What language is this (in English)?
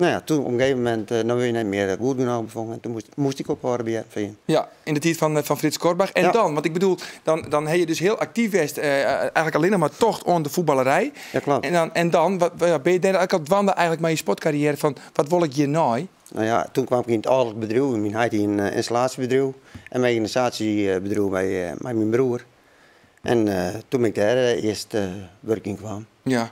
Western Frisian